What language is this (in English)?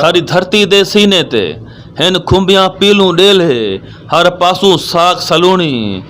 Saraiki